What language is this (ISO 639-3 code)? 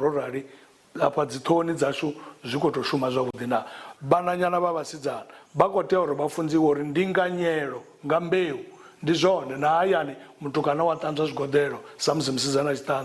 ven